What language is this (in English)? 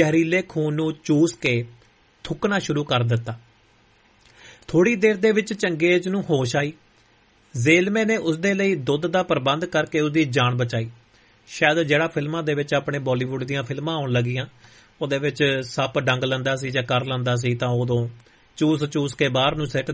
Punjabi